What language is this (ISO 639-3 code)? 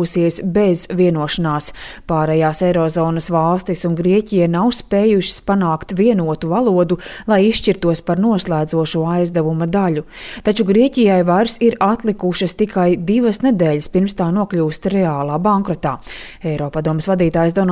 lav